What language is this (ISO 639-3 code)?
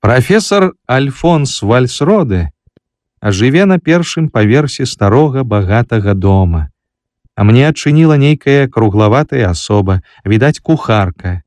bel